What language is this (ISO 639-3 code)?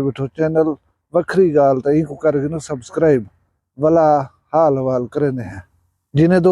skr